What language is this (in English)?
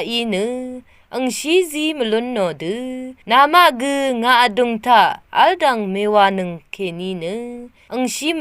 Rawang